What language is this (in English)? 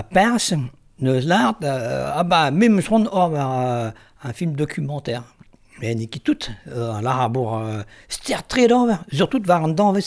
Breton